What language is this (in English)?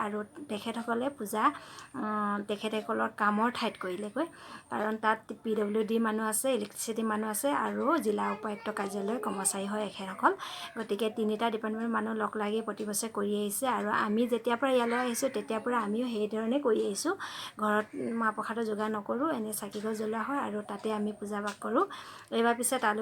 Assamese